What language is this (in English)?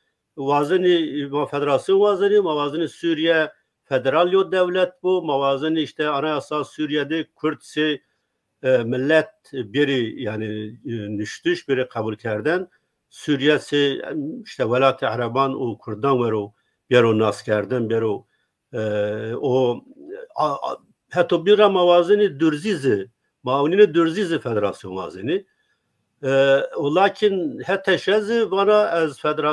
Zaza